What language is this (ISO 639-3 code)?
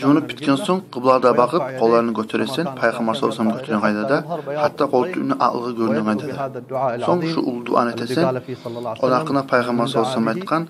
kum